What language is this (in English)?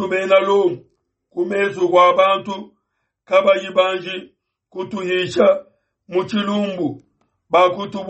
Luba-Lulua